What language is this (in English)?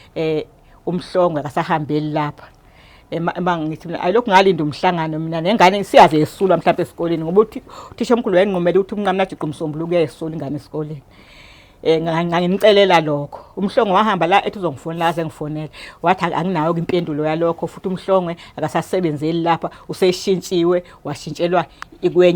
Zulu